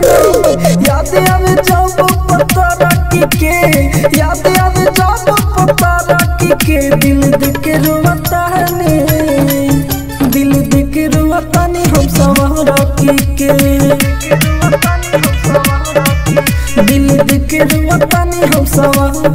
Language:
Bhojpuri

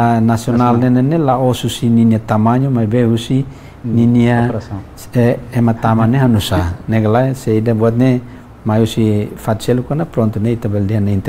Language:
Tetum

